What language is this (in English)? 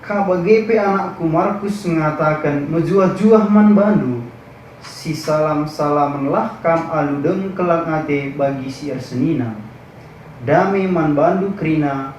Batak Karo